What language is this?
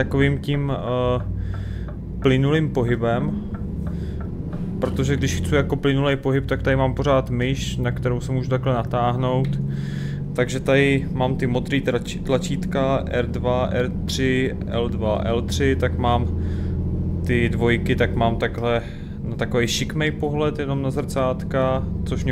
Czech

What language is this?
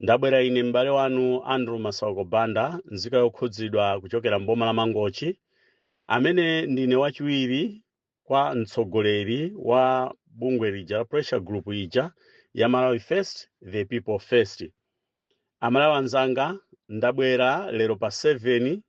Nyanja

